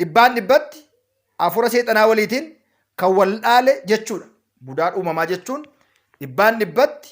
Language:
Oromo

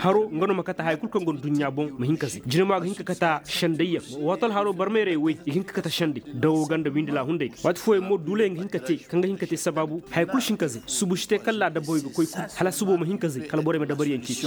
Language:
Koyraboro Senni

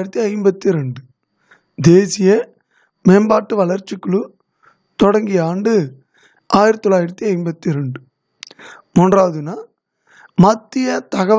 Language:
Tamil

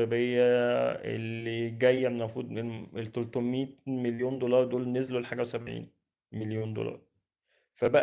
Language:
Egyptian Arabic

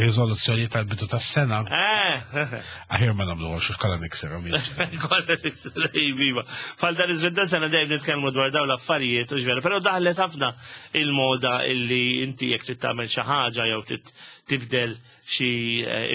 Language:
Maltese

